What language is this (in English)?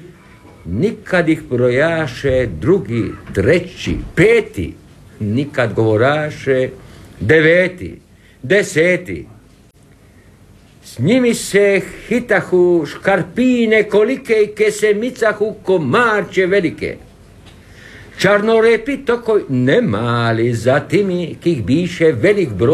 Croatian